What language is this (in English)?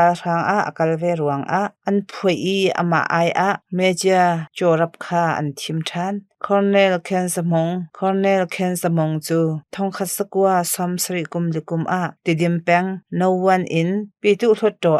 Hakha Chin